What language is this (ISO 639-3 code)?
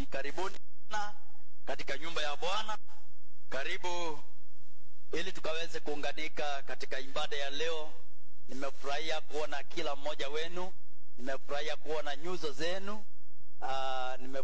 swa